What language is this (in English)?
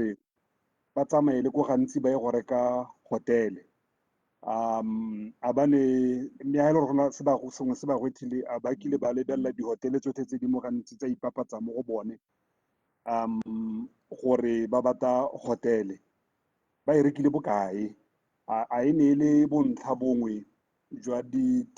Tswana